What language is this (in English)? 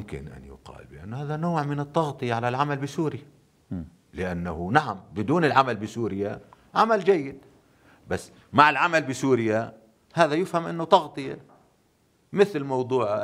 North Levantine Arabic